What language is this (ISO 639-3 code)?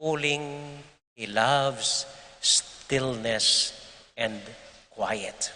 pam